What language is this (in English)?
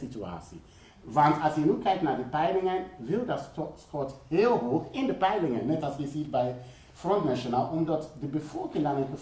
Dutch